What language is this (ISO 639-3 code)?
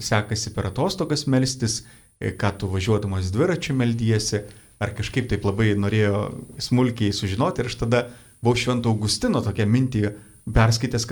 lit